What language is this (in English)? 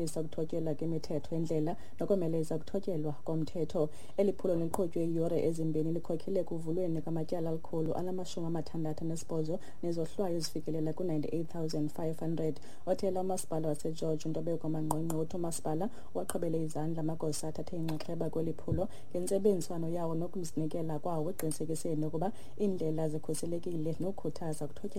Xhosa